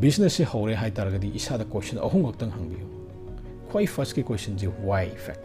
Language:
Manipuri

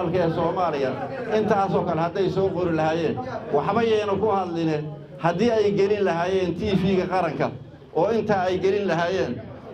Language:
Somali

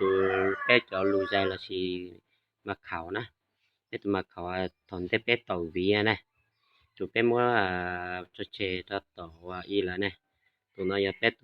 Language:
Hmong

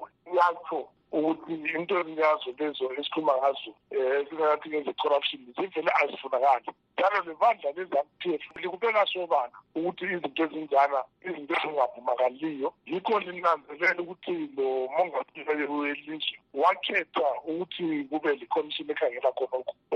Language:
North Ndebele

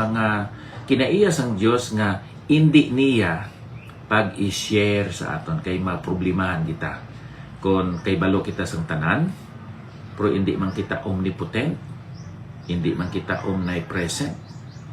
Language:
Hiligaynon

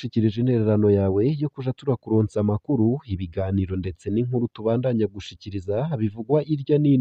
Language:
Rundi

